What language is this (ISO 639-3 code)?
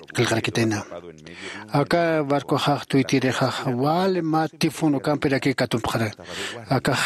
aym